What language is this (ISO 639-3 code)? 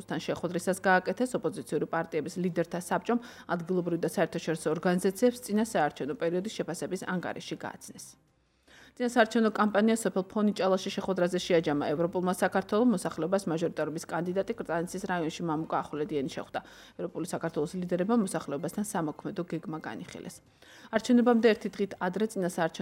kat